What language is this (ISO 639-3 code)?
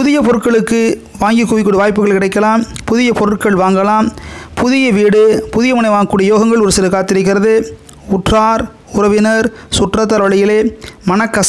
tam